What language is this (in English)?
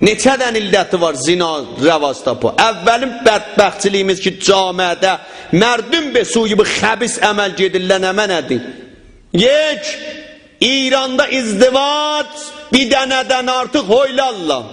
South Azerbaijani